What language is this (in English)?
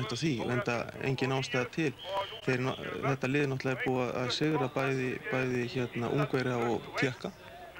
Icelandic